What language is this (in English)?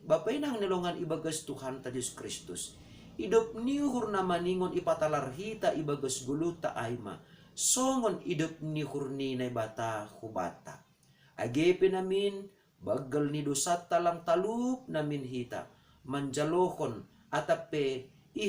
Batak Simalungun